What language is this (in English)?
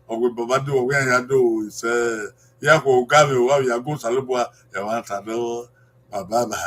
Bini